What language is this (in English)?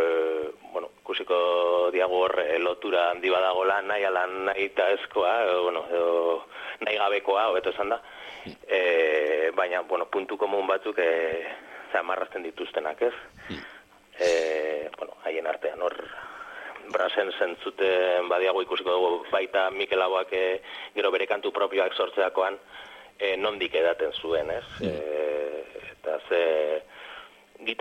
Basque